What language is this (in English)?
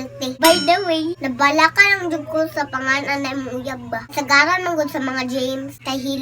Cebuano